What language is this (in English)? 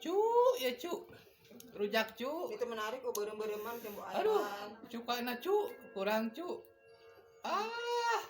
Sundanese